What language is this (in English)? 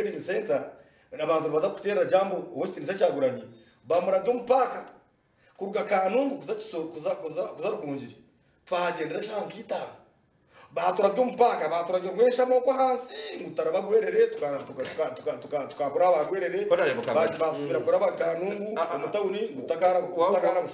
Nyankole